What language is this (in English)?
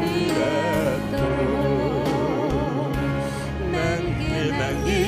Bashkir